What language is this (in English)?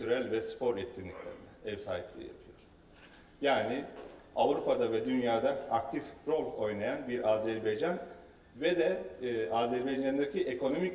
Turkish